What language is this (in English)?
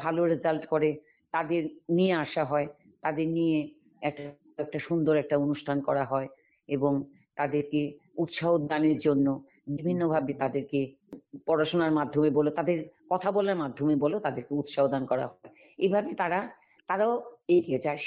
Bangla